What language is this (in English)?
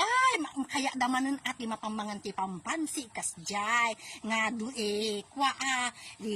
Iloko